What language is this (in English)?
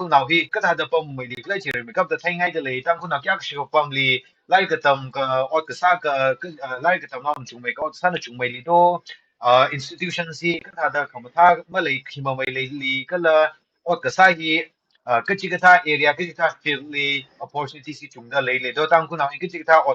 Tangkhul Naga (India)